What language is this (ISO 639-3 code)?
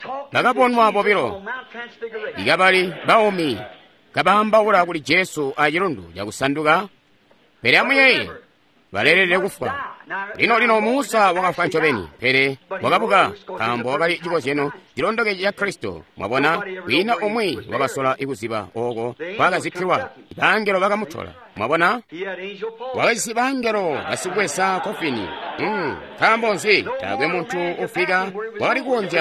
toi